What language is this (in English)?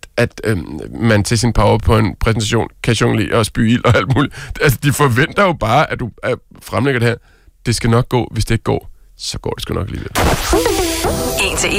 Danish